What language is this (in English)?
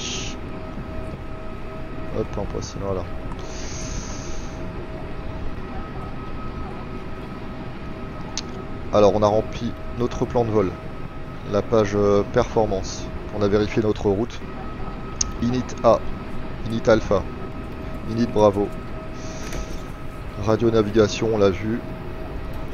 French